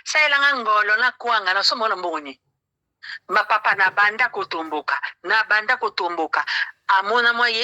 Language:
Lingala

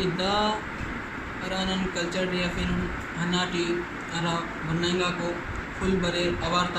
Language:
Brahui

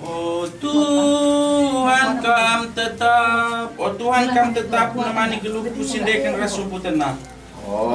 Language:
Batak Karo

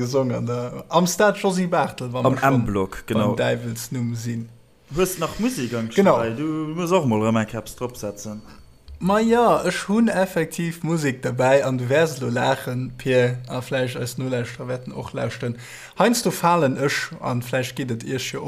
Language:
Luxembourgish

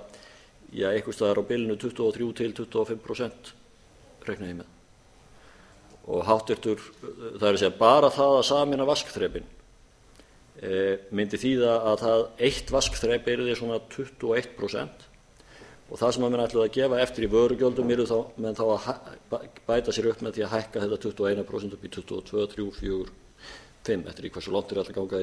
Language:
Icelandic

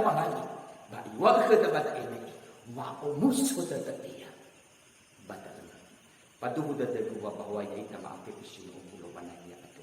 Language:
Nias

